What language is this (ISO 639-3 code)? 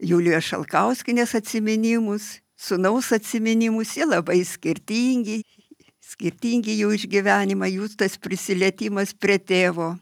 lit